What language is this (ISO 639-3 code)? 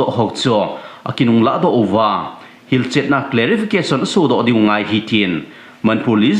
tcz